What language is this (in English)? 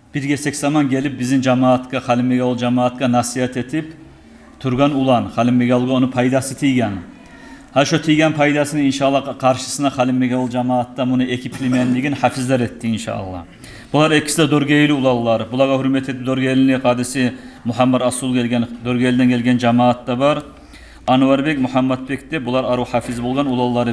Kumyk